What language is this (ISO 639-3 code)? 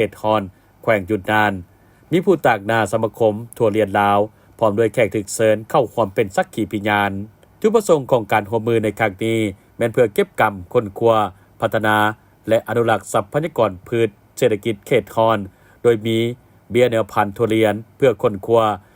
lao